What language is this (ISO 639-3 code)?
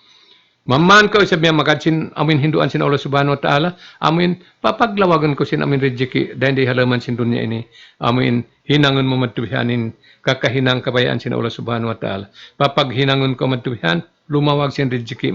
tsg